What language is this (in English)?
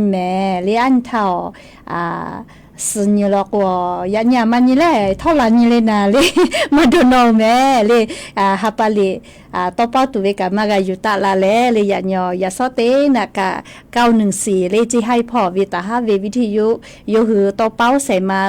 Lahu